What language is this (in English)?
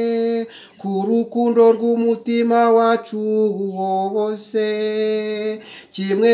Kinyarwanda